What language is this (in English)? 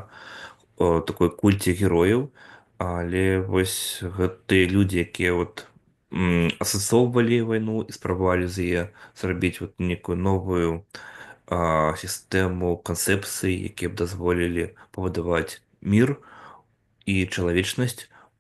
Belarusian